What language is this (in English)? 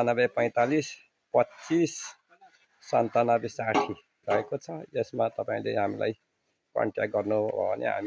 Nepali